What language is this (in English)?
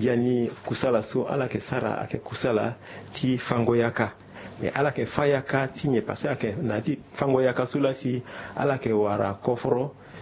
Sango